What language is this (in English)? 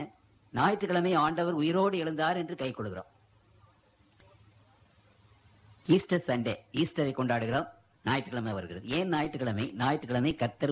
Tamil